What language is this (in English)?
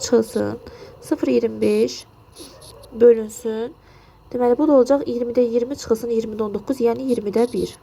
Azerbaijani